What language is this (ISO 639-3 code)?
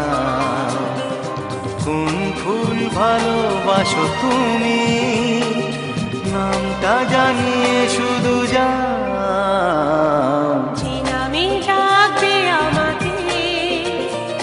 ben